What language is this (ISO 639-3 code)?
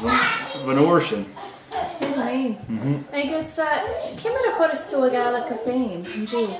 gla